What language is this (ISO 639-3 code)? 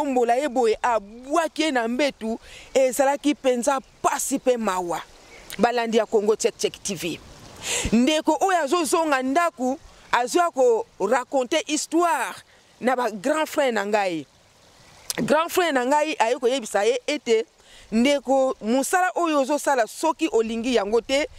lin